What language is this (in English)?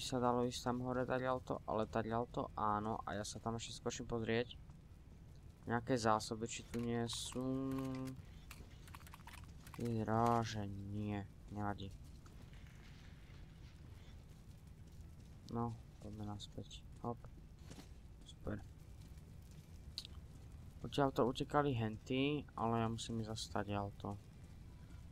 Slovak